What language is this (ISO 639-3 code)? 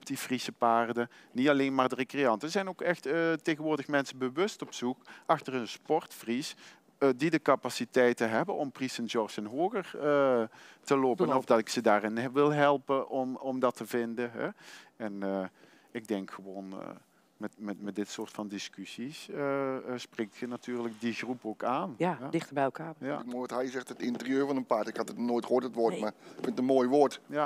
nld